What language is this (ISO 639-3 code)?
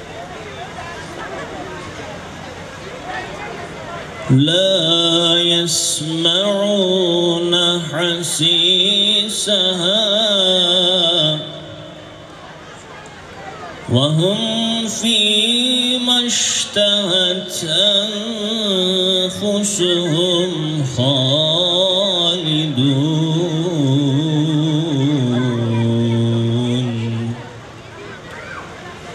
tur